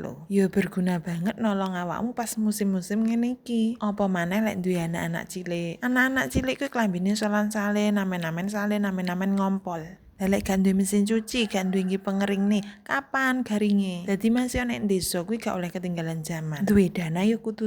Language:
Javanese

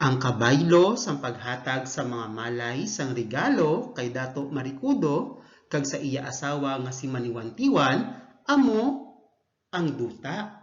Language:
Hiligaynon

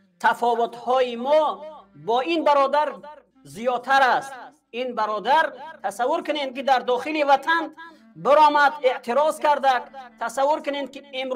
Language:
Persian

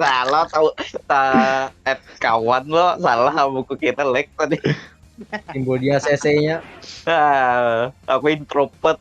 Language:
Banjar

